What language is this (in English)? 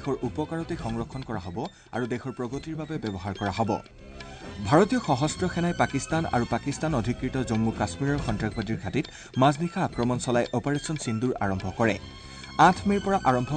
Assamese